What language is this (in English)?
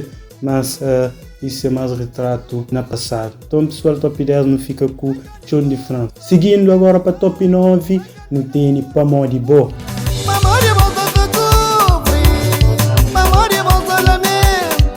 Kabuverdianu